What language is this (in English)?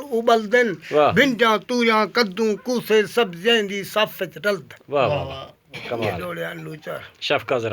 Saraiki